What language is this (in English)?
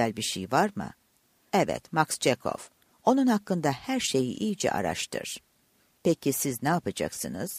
Turkish